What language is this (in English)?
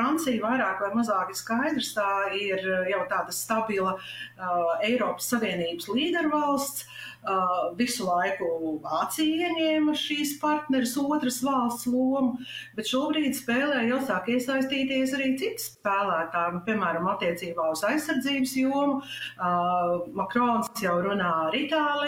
Latvian